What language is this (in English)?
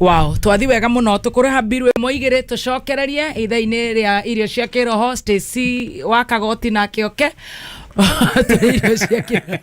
Kikuyu